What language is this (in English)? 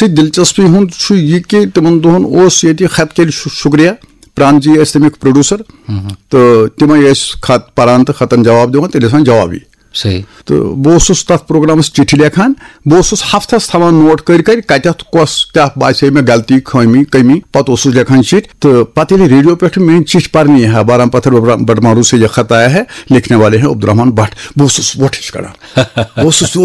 Kashmiri